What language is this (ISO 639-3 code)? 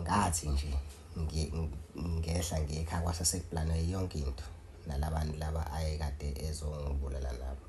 zul